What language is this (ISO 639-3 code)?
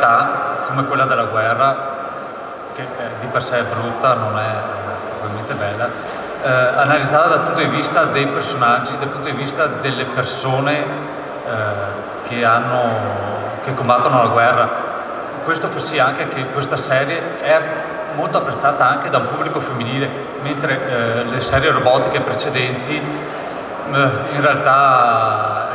ita